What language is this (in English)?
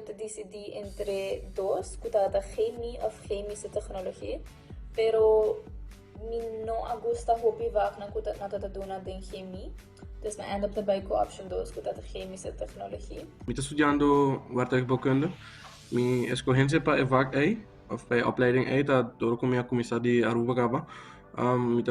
Papiamento